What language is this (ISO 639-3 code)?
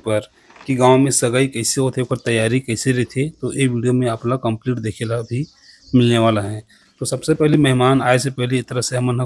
hne